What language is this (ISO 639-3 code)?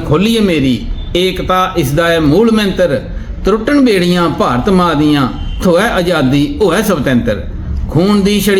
doi